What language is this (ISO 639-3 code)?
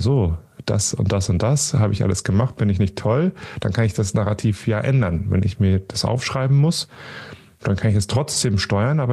deu